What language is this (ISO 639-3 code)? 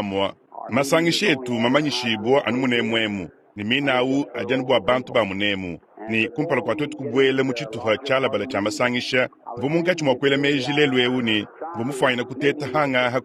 lua